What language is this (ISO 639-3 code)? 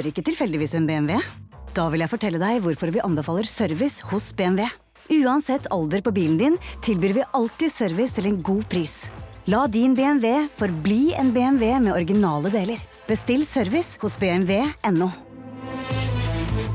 nor